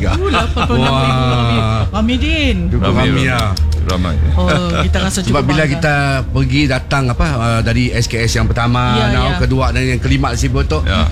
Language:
Malay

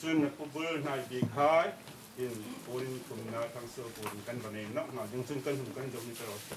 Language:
Hmar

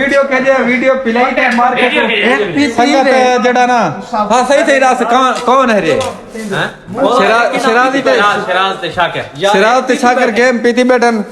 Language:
Saraiki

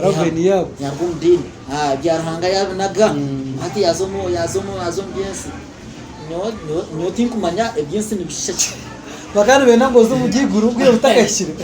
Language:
Nyankole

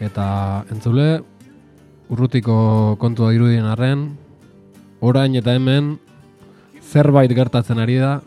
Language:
Basque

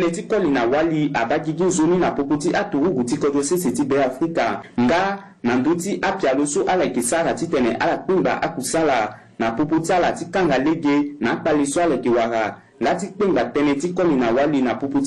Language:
Sango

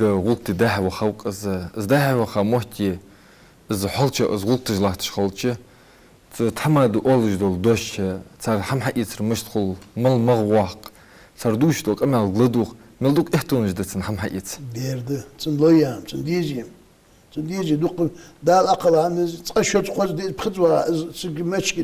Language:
Ingush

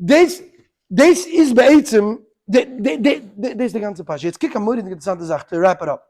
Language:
Yiddish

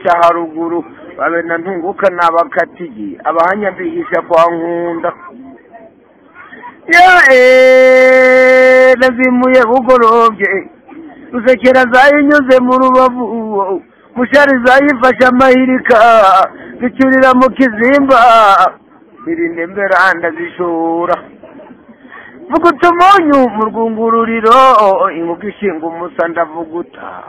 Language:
Kinyarwanda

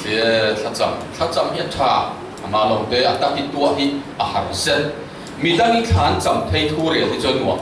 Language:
Falam Chin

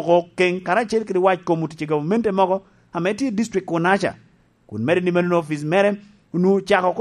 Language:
Lango (Uganda)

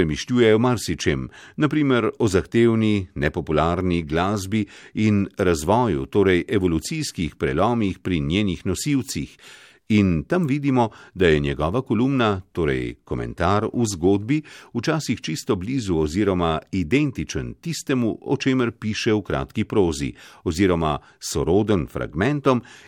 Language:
Slovenian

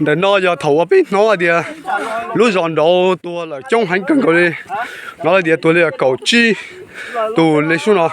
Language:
Hmong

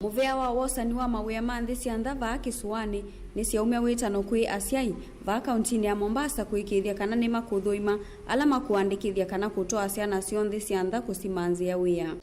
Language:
Kamba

